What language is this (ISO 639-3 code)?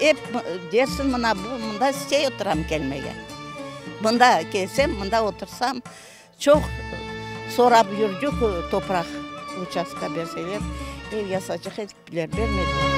crh